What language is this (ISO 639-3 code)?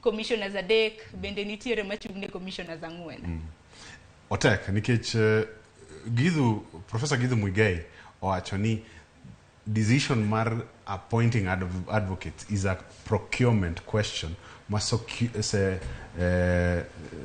luo